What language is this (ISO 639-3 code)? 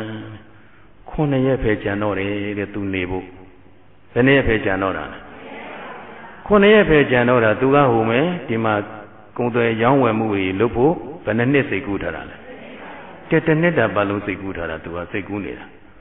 mya